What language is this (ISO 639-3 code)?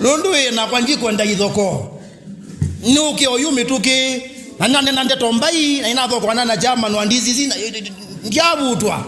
kam